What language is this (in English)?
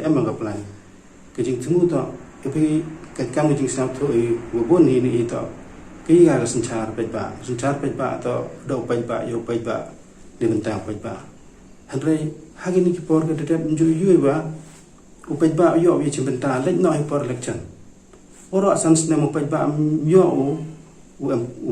Pnar